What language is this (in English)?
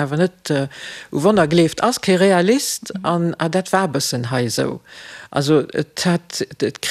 Luxembourgish